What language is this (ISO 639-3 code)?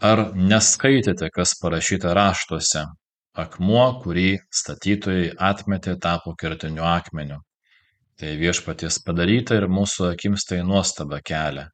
lit